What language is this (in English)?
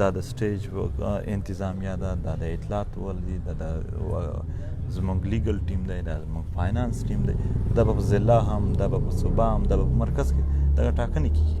Pashto